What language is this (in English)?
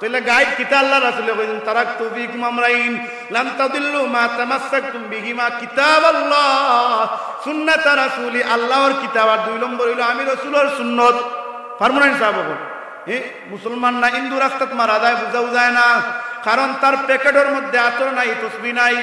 Sylheti